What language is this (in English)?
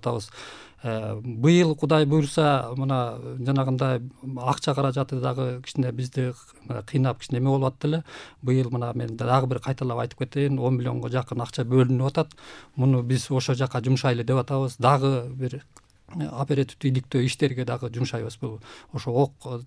Kyrgyz